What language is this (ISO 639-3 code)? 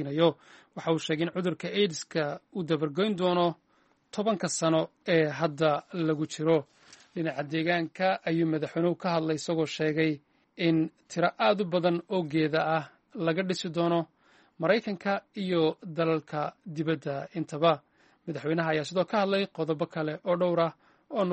som